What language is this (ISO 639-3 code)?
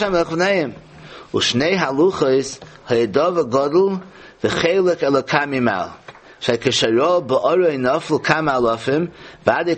yid